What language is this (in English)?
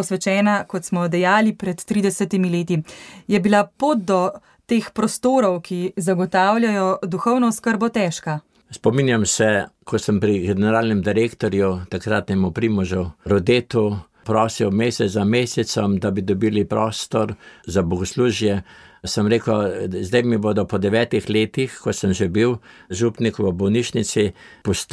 Slovenian